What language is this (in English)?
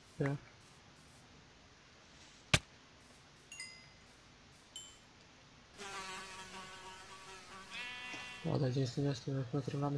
Czech